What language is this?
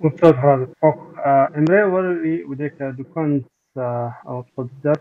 Kabardian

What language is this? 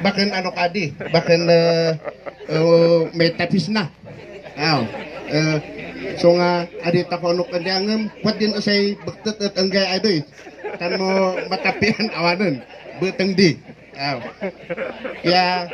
Kankanaey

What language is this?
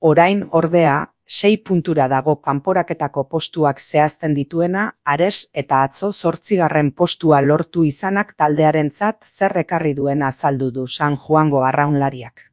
Basque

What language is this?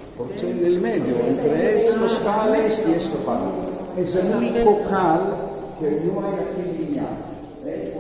Ladino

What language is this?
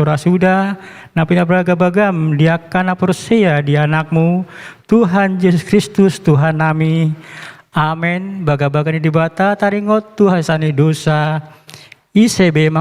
Batak Toba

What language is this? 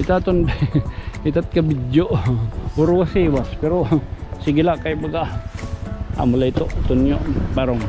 Waray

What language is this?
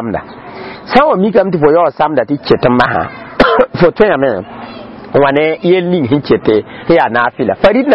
Mossi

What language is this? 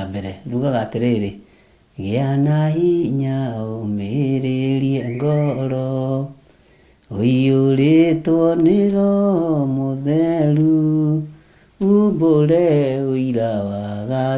Kikuyu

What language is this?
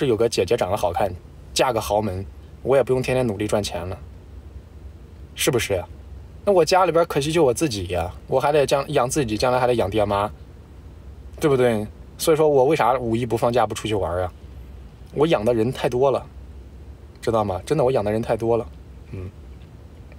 Chinese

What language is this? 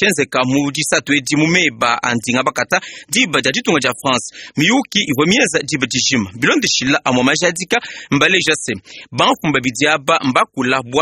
Luba-Lulua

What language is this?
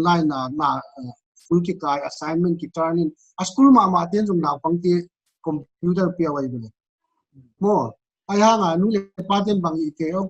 Paite Chin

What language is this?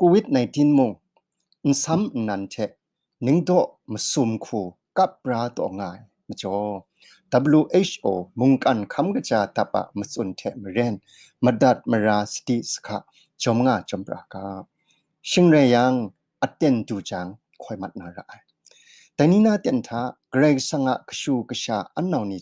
Kachin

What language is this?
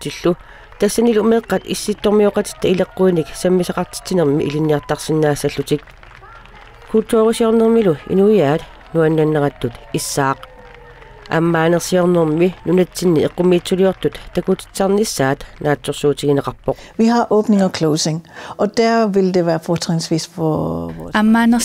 Kalaallisut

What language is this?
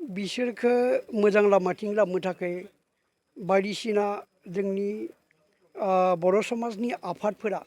Bodo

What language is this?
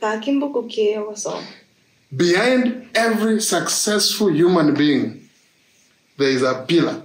Gusii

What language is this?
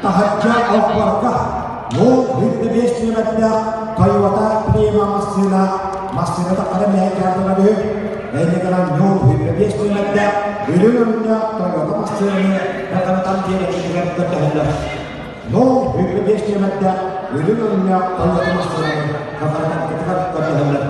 Yakut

